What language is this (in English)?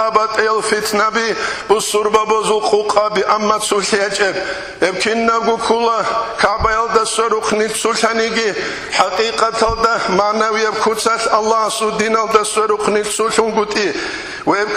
Avaric